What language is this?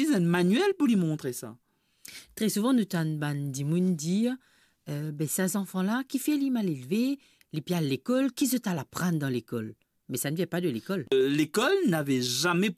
Morisyen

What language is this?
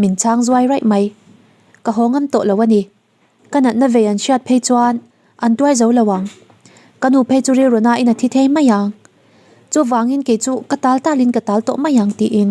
Mizo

